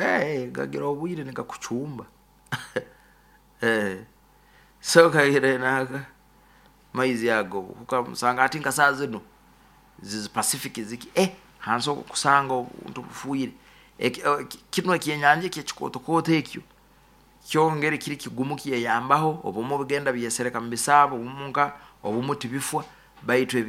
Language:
Nyoro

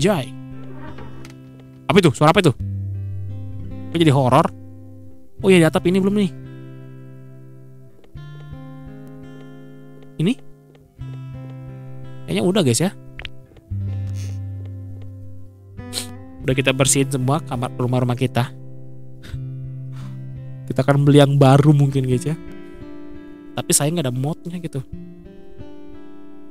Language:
Indonesian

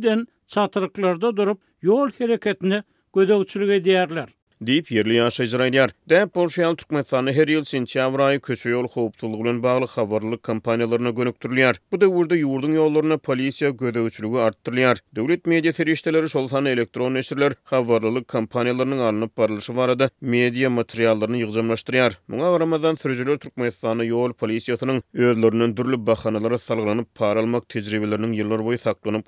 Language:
Turkmen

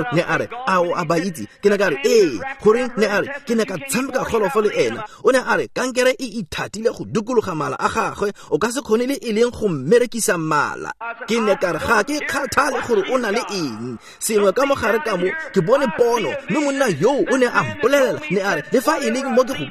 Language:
Tswana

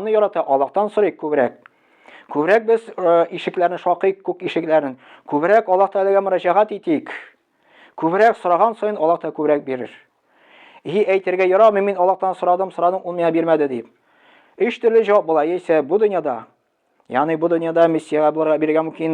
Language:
Tatar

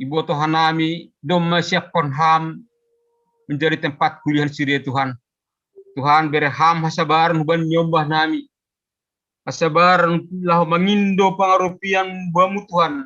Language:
Batak Simalungun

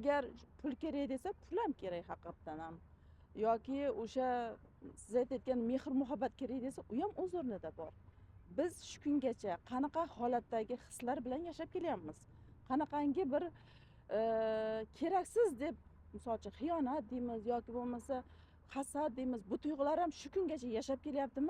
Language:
Uzbek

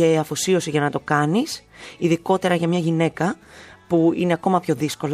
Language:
Greek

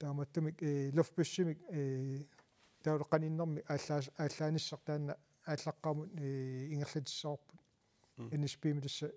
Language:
Kalaallisut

